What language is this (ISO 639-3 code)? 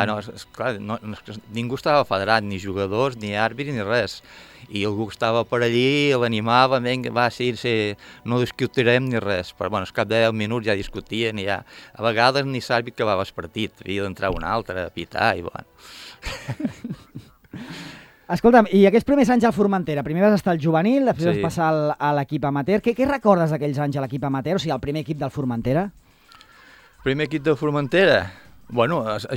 cat